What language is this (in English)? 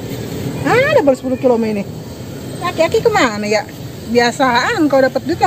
Betawi